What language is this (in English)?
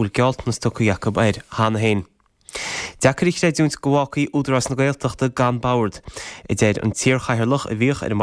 Irish